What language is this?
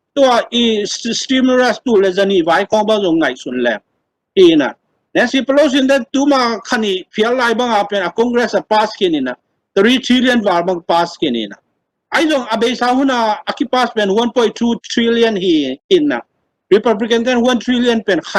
Tedim Chin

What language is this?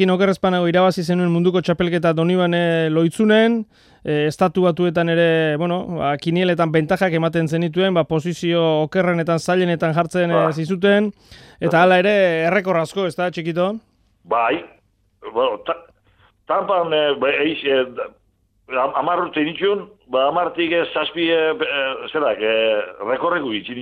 Basque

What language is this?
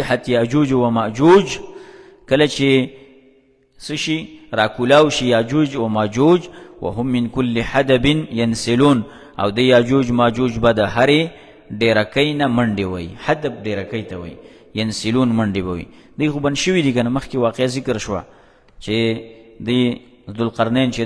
Pashto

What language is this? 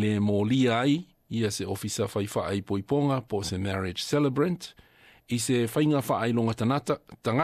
Samoan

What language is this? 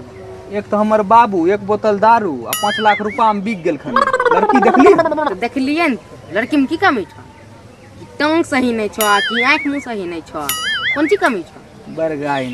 Maithili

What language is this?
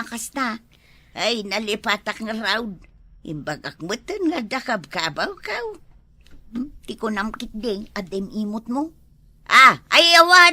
Iloko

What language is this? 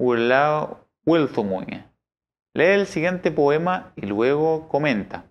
Mapuche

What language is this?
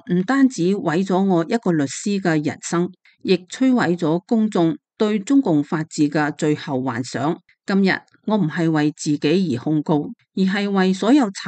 Cantonese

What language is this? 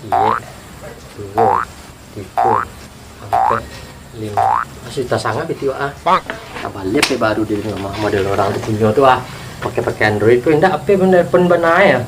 Minangkabau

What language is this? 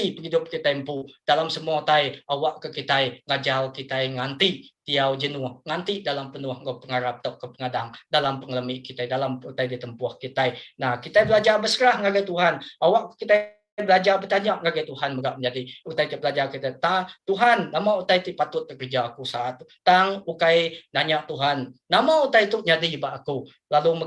Iban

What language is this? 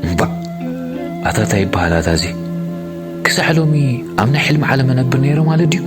Tigrinya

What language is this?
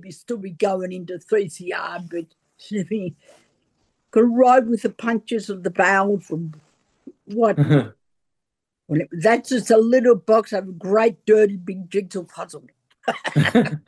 English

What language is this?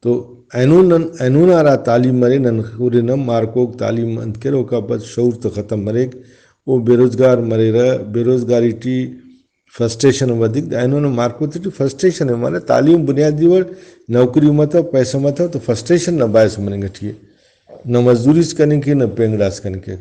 Brahui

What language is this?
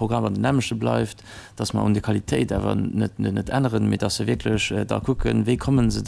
Luxembourgish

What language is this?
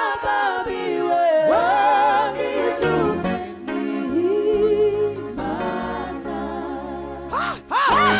Kinyarwanda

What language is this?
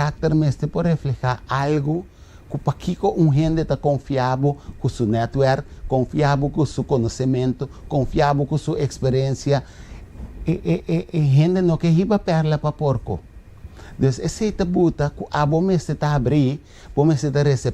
Papiamento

